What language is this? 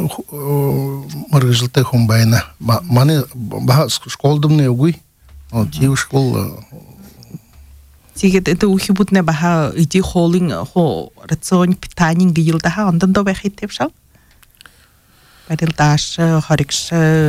Buriat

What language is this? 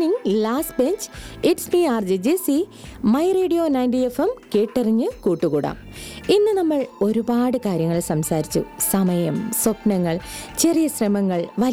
Malayalam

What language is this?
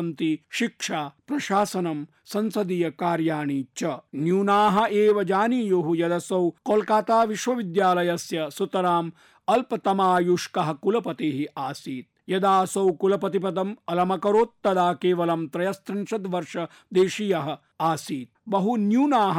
Sanskrit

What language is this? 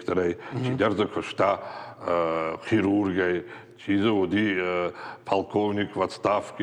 Ossetic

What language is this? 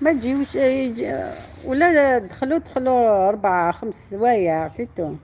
Algerian Arabic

